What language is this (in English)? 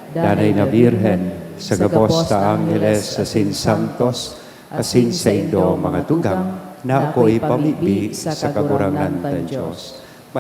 Bikol